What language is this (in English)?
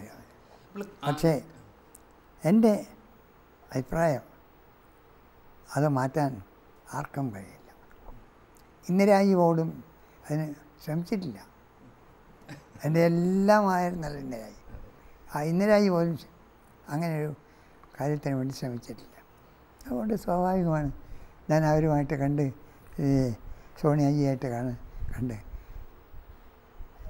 Malayalam